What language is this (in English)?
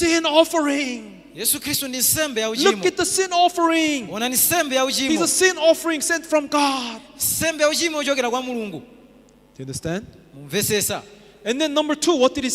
Nyanja